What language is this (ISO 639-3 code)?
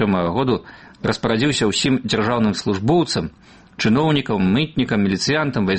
bel